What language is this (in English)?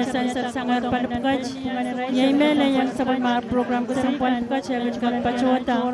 Pohnpeian